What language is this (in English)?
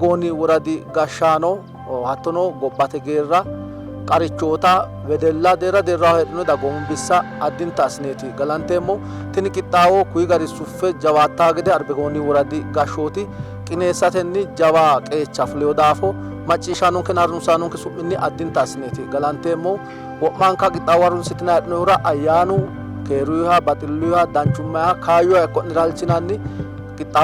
Sidamo